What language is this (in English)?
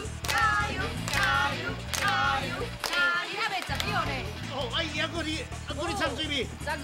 Min Nan Chinese